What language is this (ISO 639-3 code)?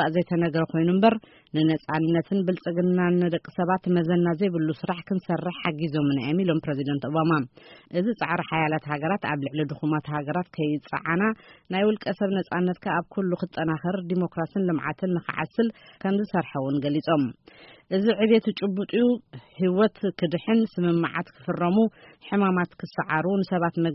tir